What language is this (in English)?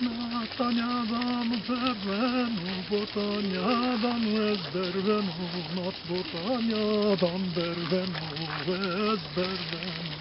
Zaza